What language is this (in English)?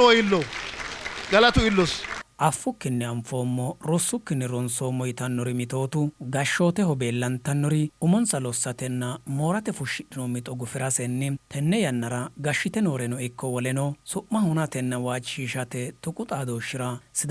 Sidamo